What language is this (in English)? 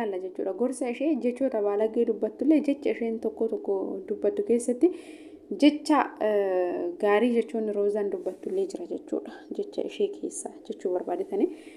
Oromo